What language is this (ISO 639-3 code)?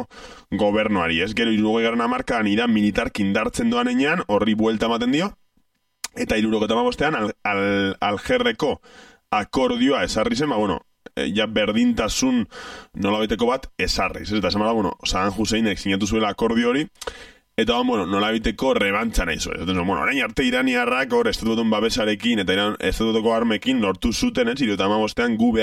eus